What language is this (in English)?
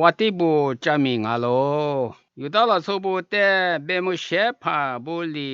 Lisu